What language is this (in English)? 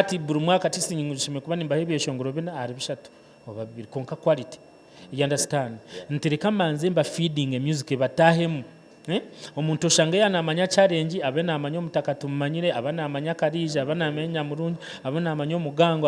Nyankole